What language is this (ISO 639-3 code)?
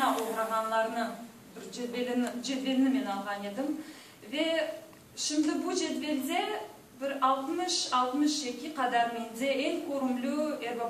crh